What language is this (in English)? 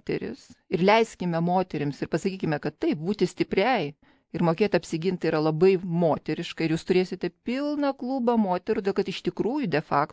Lithuanian